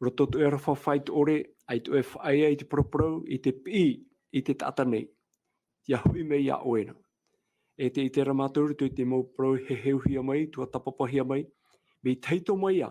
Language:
Tahitian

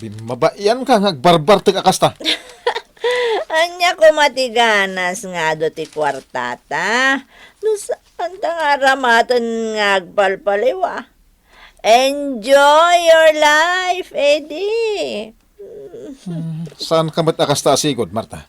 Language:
Iloko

